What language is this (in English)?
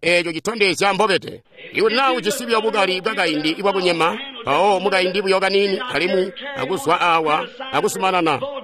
Tonga (Zambia)